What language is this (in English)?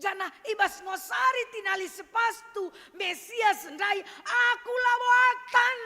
Batak Karo